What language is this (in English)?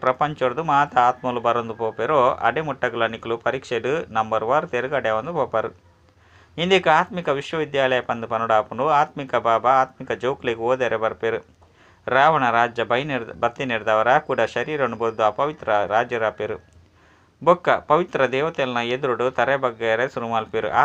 Tulu